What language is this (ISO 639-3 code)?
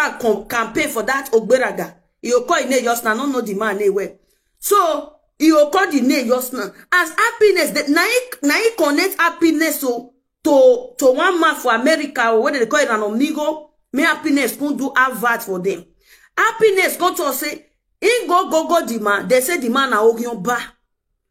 pcm